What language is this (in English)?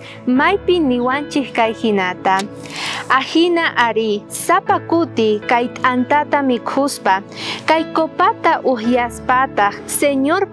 South Bolivian Quechua